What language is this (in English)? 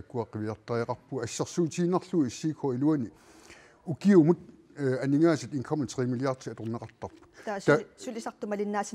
Kalaallisut